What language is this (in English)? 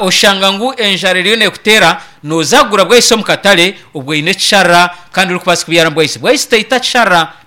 Nyankole